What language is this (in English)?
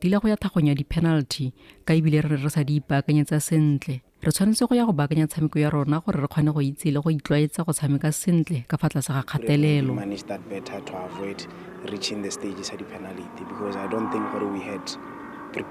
Tswana